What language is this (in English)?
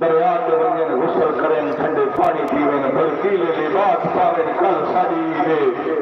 Saraiki